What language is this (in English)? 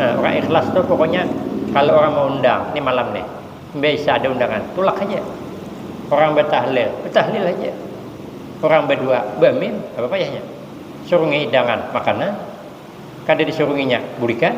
Banjar